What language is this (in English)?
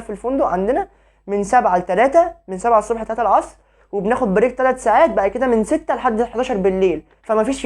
Egyptian Arabic